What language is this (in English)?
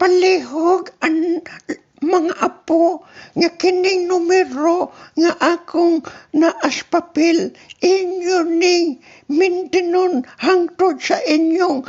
Cebuano